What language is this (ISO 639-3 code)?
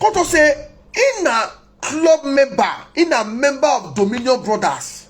pcm